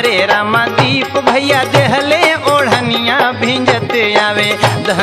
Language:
Bhojpuri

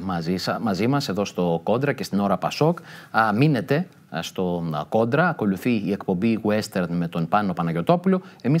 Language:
Greek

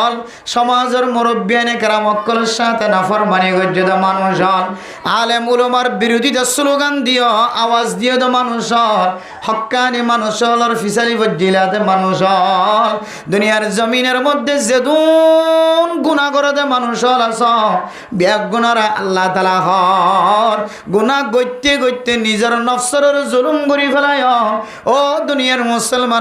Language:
Rohingya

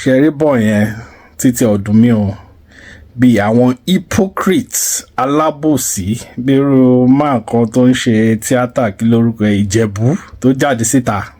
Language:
Yoruba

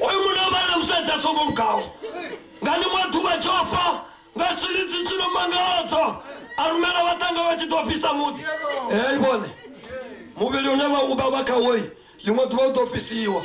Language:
Venda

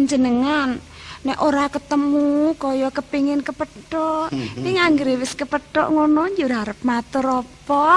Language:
Javanese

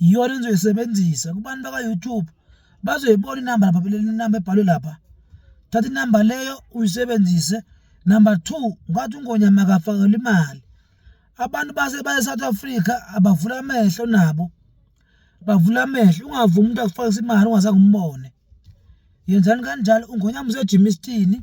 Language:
Zulu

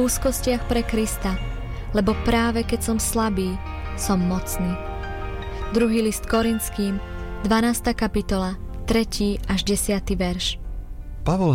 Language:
Slovak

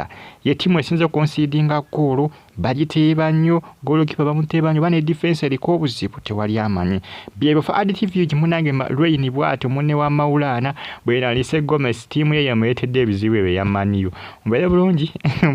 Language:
Ganda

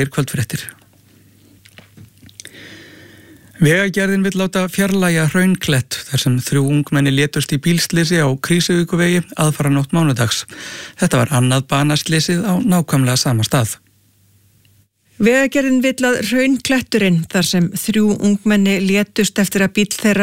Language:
Icelandic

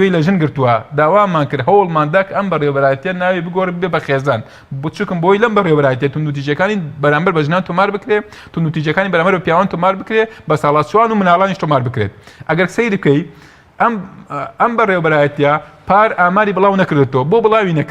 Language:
Central Kurdish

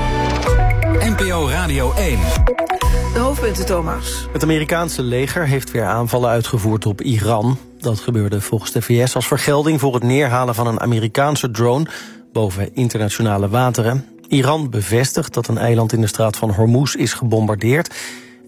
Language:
Dutch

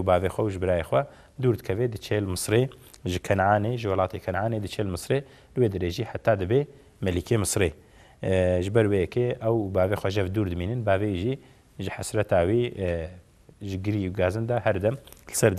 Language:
Kurdish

